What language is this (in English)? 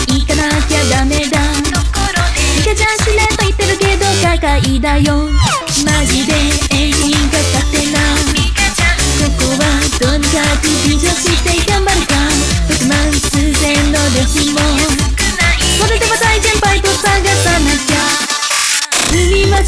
Japanese